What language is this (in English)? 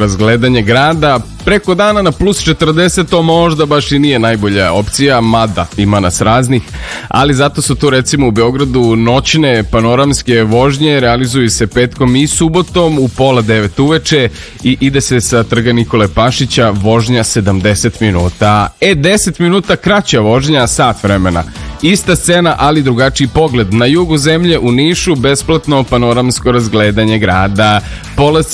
Serbian